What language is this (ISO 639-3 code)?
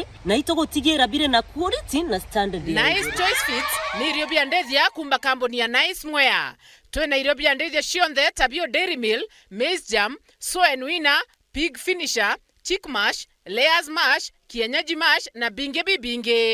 mer